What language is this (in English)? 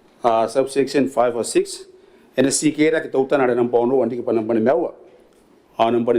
Gilbertese